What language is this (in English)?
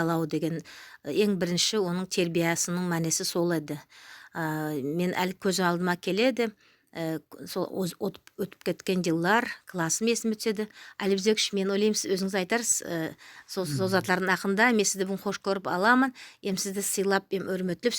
Nogai